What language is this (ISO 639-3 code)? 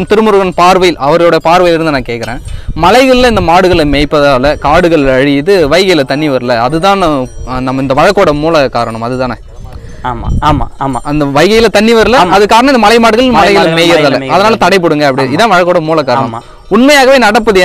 tam